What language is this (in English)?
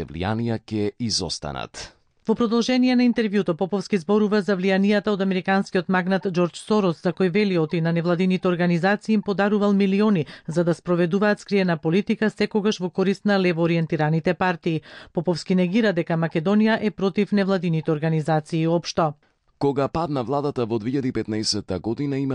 Macedonian